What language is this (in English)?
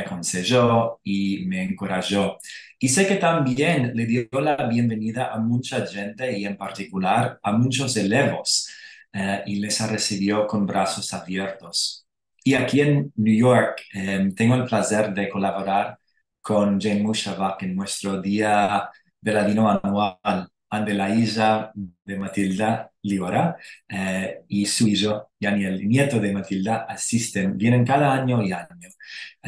Ladino